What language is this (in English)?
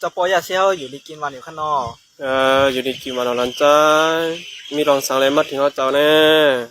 Shan